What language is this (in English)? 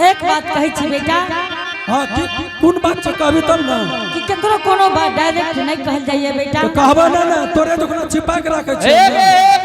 Angika